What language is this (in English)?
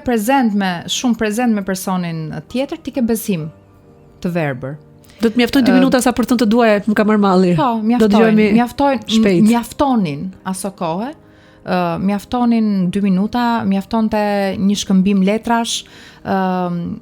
Albanian